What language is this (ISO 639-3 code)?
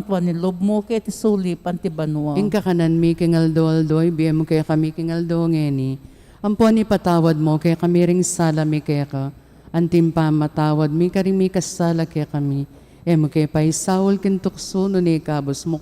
pam